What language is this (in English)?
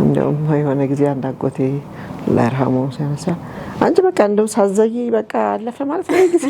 Amharic